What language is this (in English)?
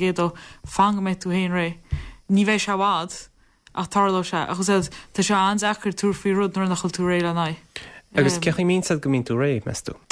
Irish